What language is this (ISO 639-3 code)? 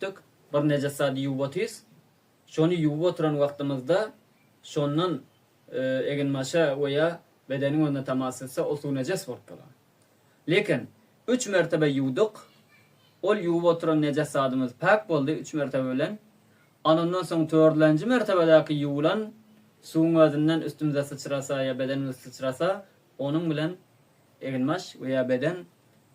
tuk